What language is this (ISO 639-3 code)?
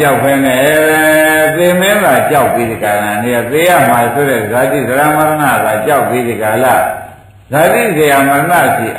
mya